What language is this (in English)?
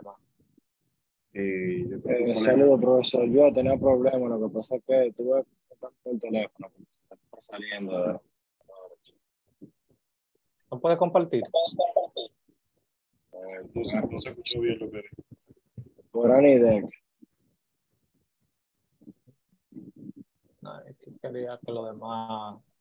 Spanish